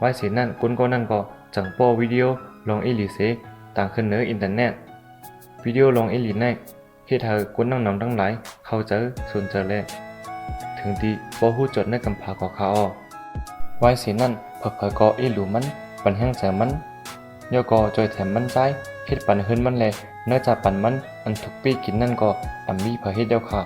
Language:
Shan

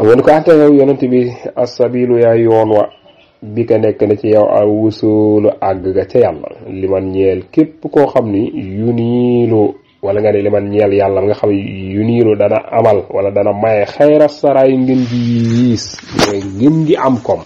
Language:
Wolof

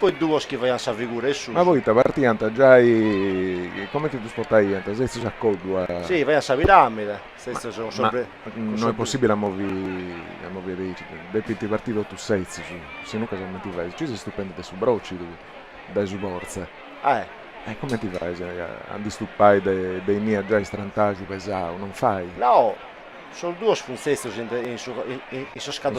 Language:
Sardinian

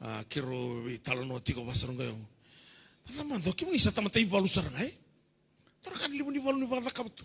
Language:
Fijian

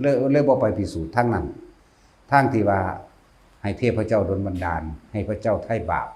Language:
Lao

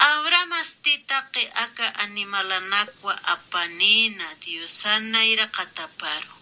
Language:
Aymara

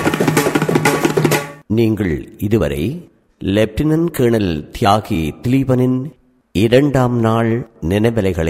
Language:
Tamil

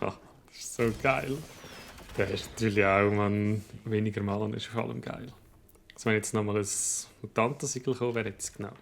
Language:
Swiss German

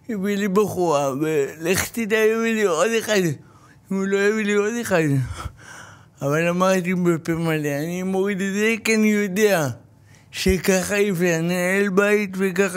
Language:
Hebrew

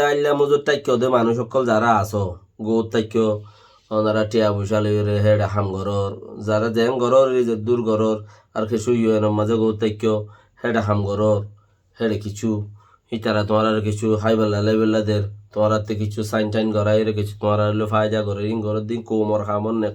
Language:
Rohingya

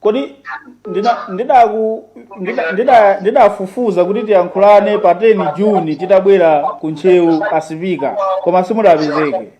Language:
Nyanja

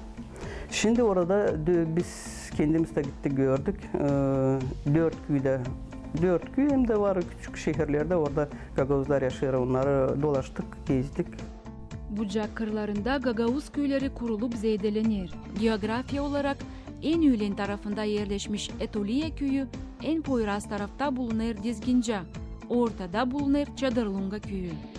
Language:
Gagauz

